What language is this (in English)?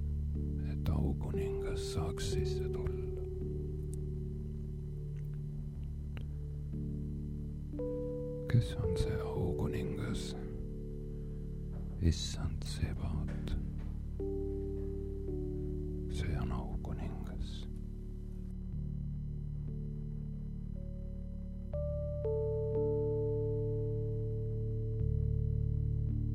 Estonian